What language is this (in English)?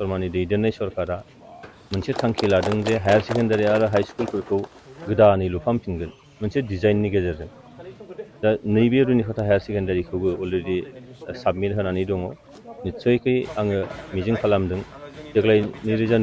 Bodo